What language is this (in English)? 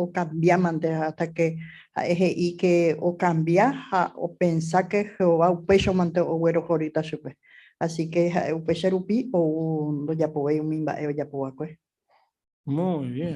Guarani